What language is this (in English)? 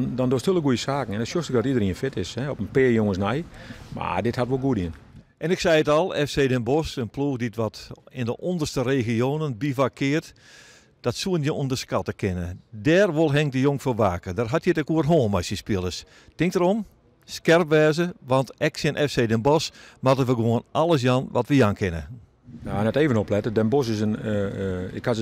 Western Frisian